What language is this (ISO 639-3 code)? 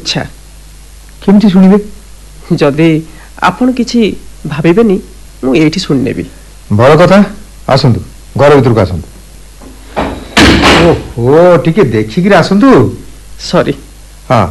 ori